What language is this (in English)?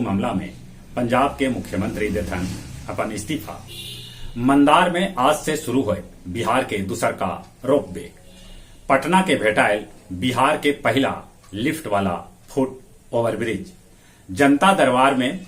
Magahi